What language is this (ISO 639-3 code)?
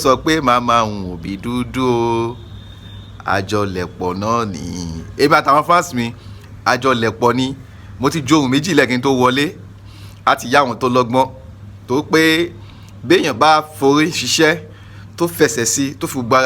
yor